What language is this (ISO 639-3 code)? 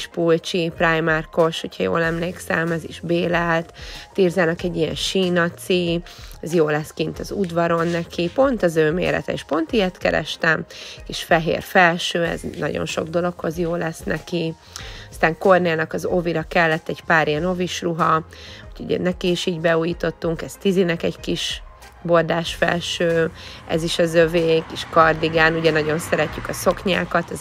hun